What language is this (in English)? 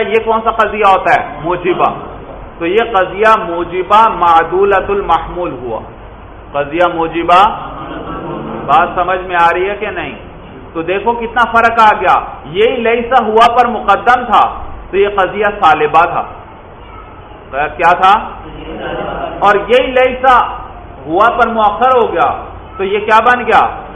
Urdu